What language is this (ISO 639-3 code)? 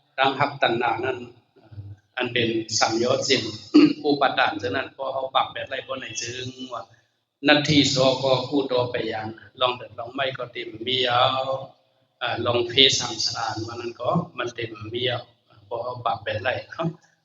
shn